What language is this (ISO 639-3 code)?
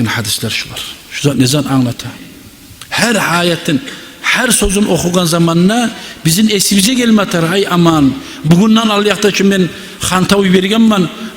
kum